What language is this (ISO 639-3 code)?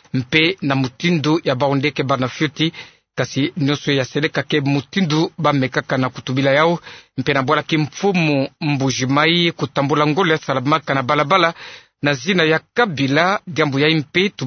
ktu